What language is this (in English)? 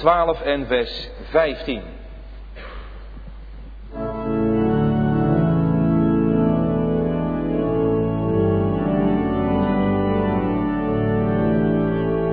Dutch